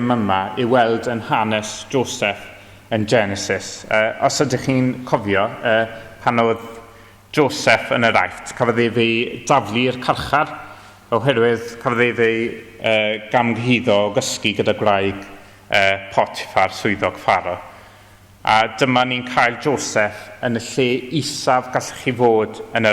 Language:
Welsh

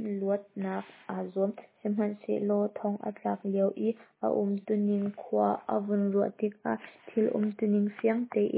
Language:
Hakha Chin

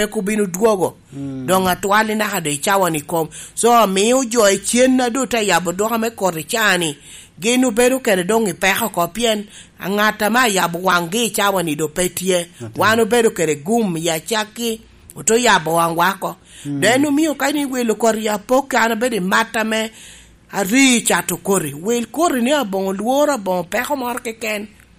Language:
Lango (Uganda)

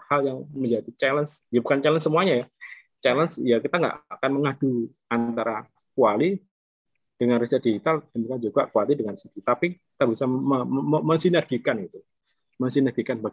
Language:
Indonesian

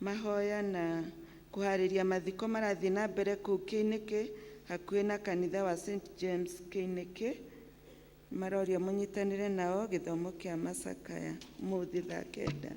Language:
Kikuyu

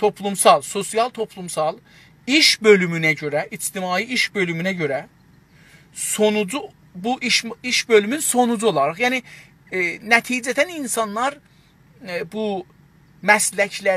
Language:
South Azerbaijani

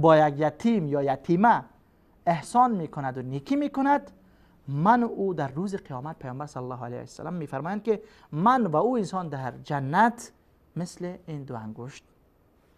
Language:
Persian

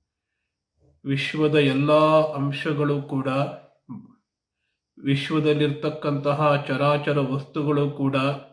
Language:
Kannada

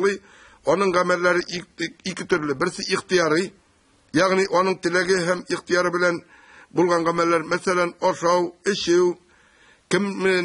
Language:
Tatar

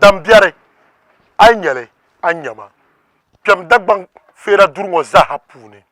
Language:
Dagbani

